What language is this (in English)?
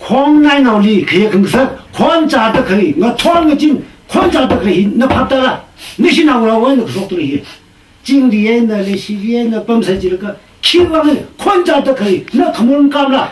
Tangkhul Naga (India)